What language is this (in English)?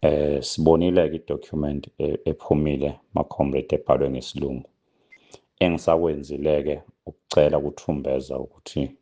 Zulu